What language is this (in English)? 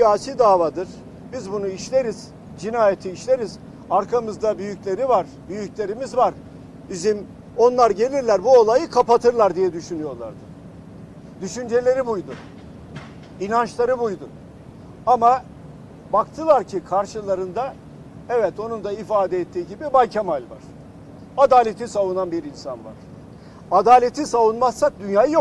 Turkish